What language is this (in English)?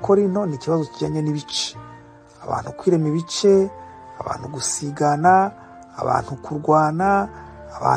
Kinyarwanda